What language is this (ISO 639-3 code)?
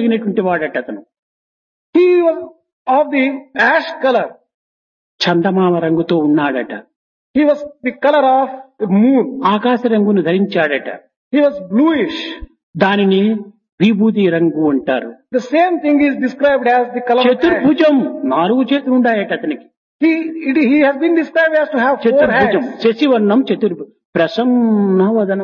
tel